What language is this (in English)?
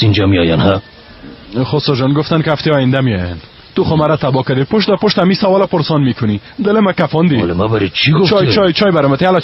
Persian